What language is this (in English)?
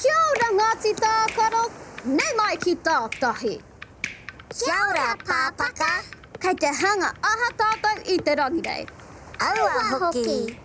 Māori